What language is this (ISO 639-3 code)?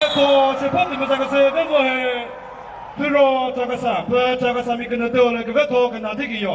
nri